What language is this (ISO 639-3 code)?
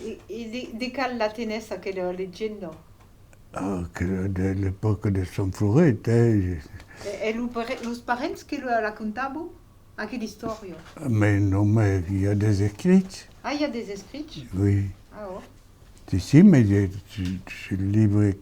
oci